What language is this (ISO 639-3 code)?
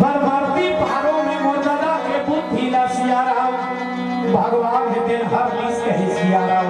hne